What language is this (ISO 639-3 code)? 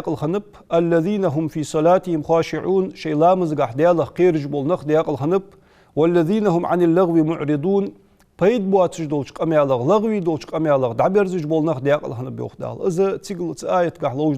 inh